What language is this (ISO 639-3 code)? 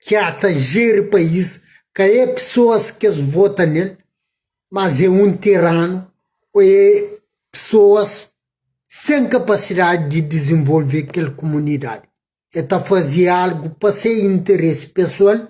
kea